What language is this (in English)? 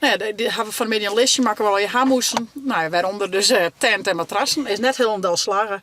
Western Frisian